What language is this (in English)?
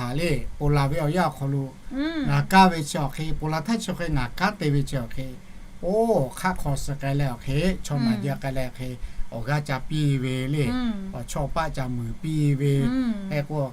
Lahu